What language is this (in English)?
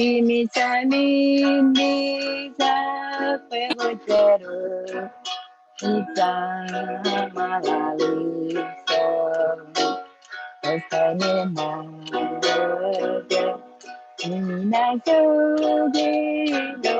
Marshallese